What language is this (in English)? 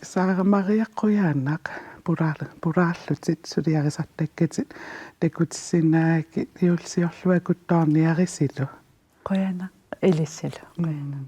Kalaallisut